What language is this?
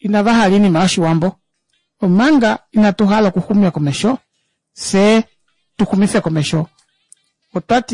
Kuanyama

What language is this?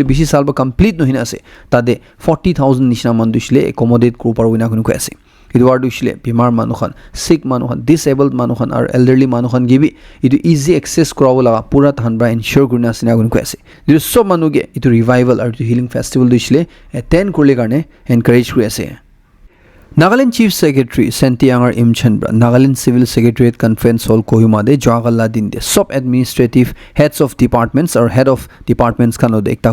Naga Pidgin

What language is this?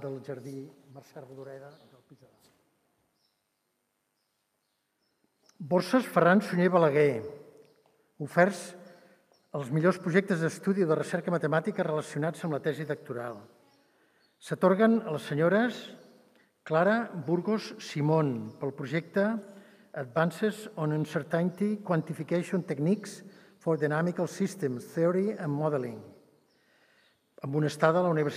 Catalan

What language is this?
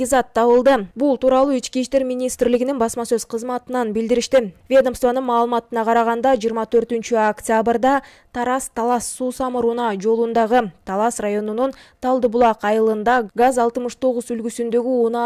Kyrgyz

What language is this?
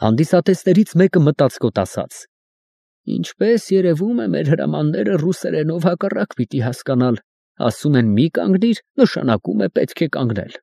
Armenian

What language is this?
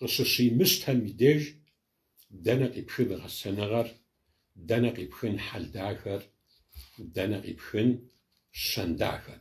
Kabardian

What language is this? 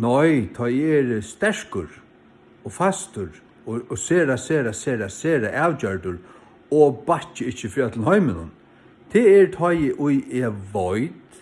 Faroese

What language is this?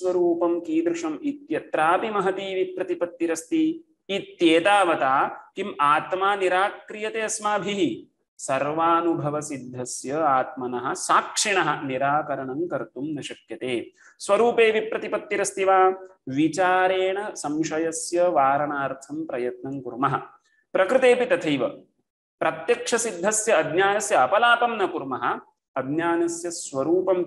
Sanskrit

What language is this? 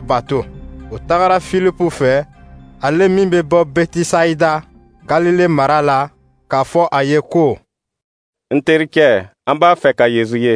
Dyula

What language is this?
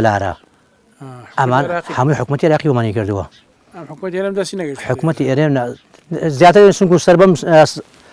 Central Kurdish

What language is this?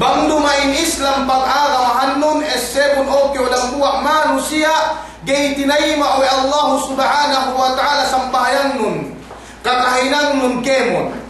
Yakan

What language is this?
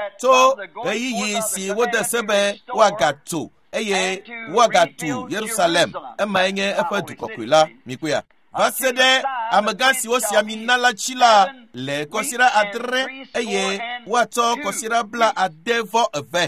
Ewe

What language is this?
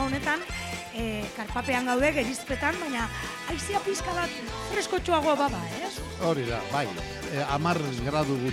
Basque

